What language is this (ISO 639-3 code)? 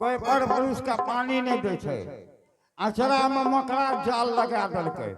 anp